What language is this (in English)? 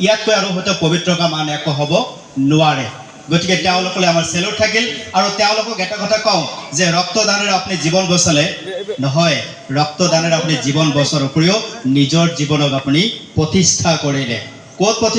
Assamese